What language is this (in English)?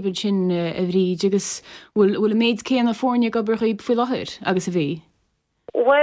Irish